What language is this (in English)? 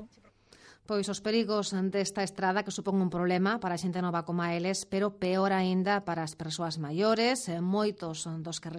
Galician